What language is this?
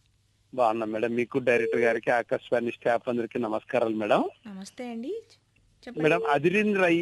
Telugu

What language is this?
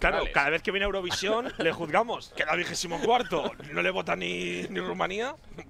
Spanish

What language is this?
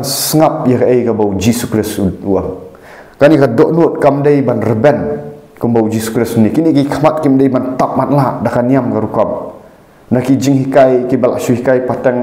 Khasi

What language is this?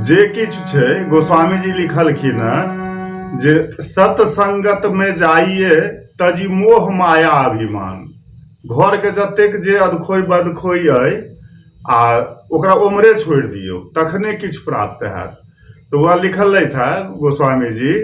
Maithili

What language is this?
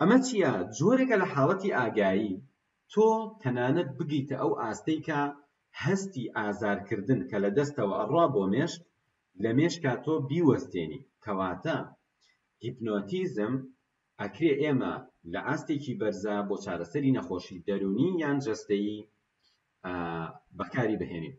Central Kurdish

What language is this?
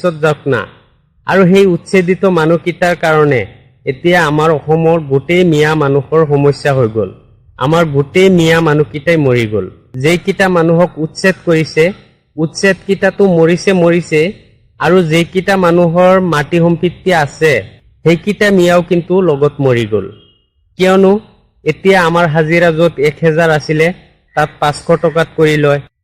Assamese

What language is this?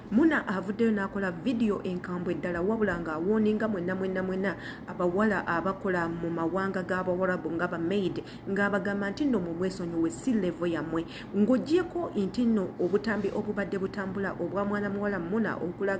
Ganda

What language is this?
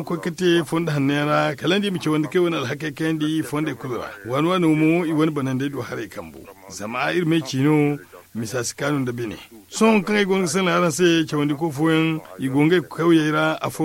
Zarma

